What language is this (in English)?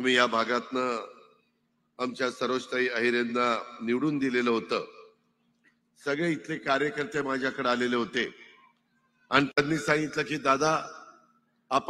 Marathi